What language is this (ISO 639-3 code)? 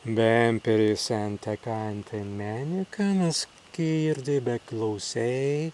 prg